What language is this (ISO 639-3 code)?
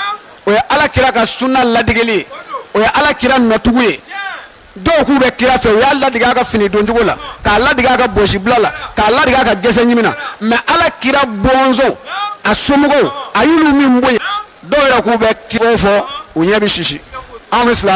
bam